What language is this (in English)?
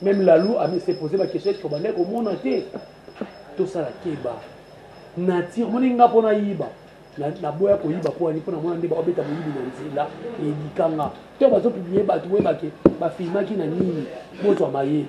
Lingala